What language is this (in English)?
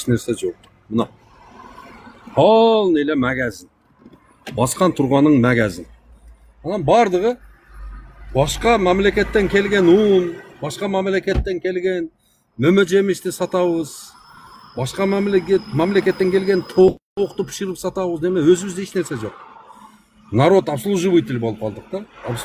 Kyrgyz